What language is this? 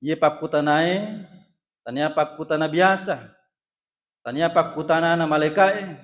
Buginese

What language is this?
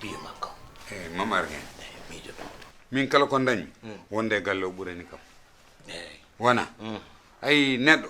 Fula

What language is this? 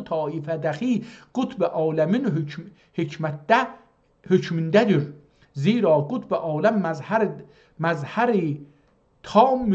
South Azerbaijani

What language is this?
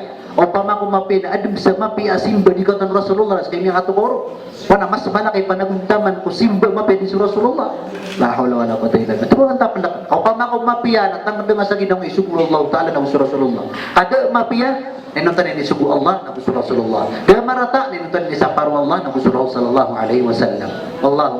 Maranao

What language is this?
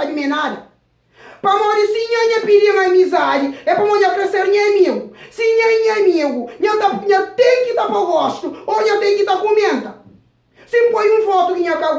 Kabuverdianu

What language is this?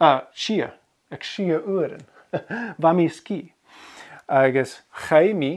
Scottish Gaelic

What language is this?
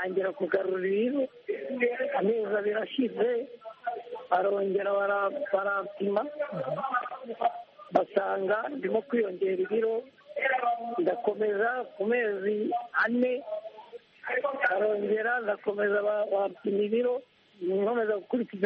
Kinyarwanda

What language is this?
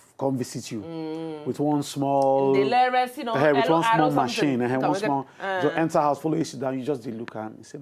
Nigerian Pidgin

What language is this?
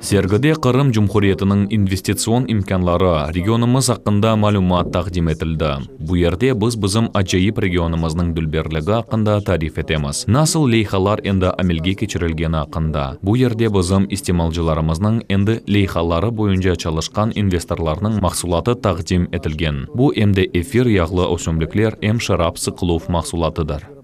Crimean Tatar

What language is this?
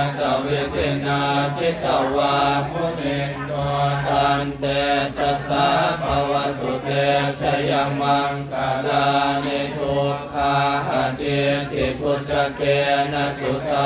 Pali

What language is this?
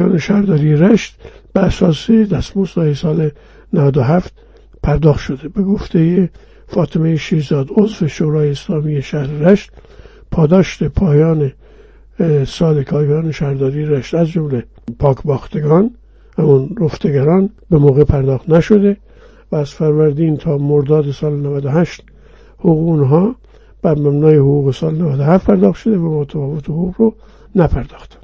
Persian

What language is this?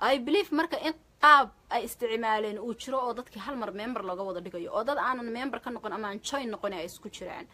Somali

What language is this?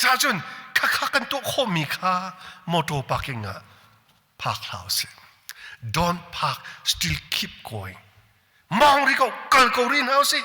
Hakha Chin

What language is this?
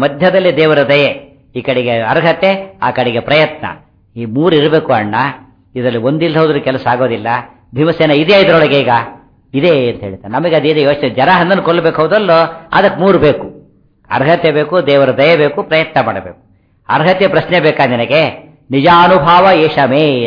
Kannada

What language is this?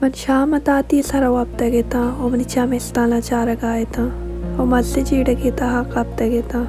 Baluchi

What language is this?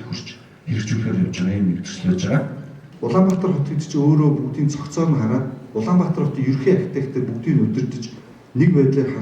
Mongolian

